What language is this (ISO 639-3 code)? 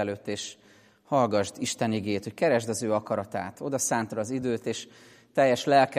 hun